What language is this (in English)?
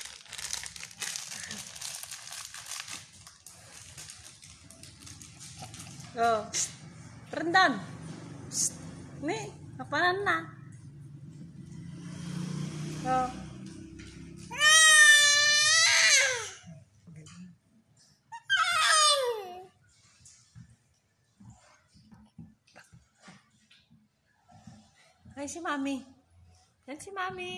Filipino